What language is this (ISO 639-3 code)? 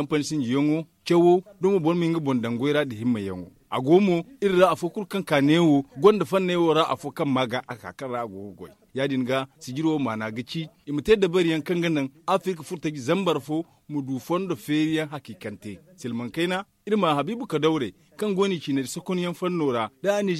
dje